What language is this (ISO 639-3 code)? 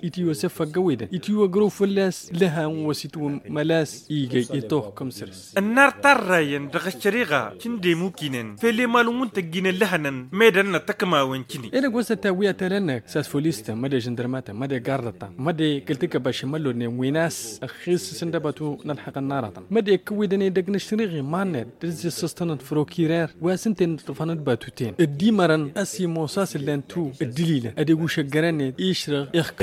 taq